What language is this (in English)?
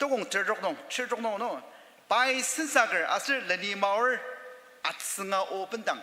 Ao Naga